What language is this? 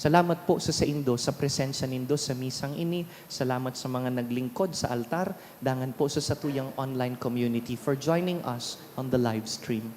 Bikol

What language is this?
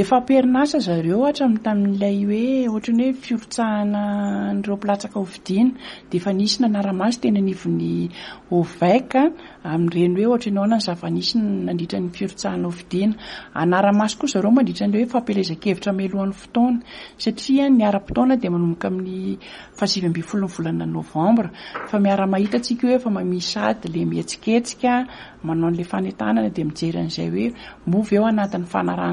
Malagasy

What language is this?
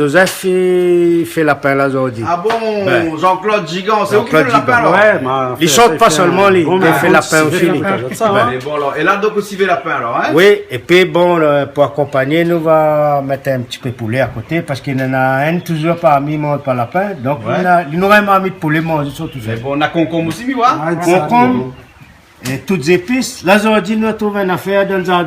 Réunion Creole French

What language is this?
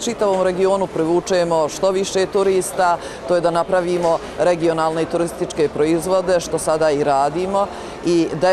Bosnian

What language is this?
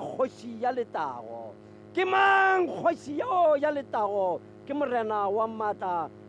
Tswana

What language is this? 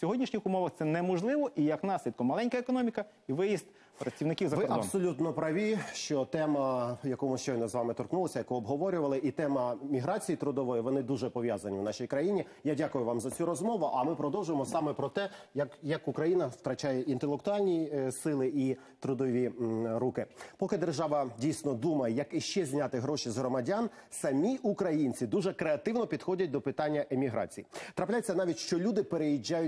Ukrainian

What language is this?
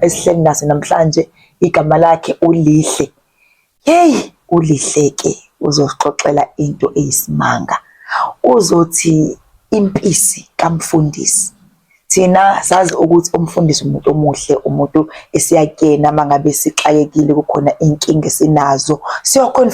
Zulu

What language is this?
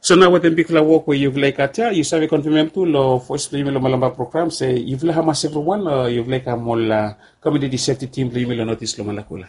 Bislama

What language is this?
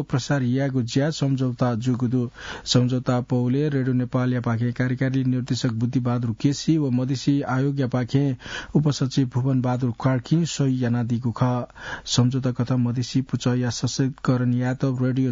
Newari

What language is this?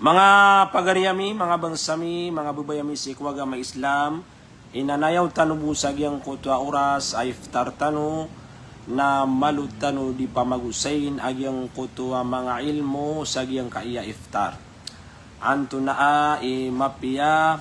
Maranao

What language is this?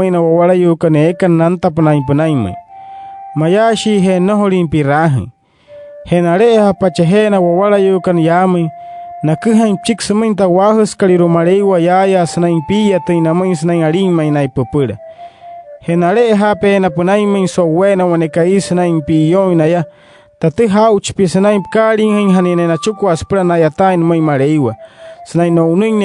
Wayuu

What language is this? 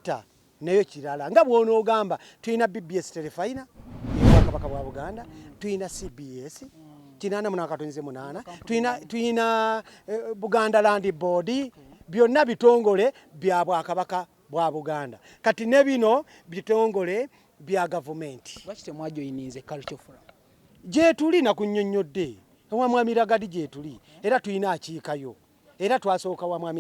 Ganda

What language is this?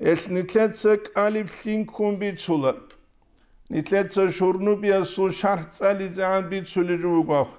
Avaric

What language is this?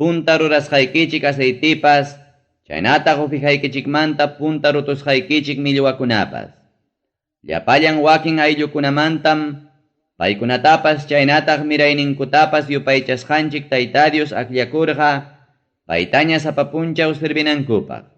Ayacucho Quechua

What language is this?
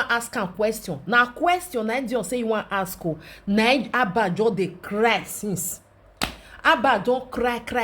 Nigerian Pidgin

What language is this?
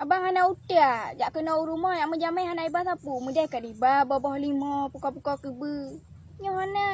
Achinese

